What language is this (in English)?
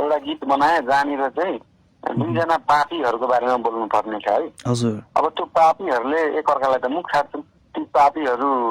Nepali